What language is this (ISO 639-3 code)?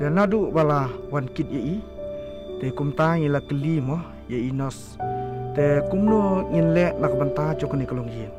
kha